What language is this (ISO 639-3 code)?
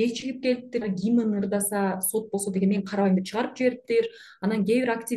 kir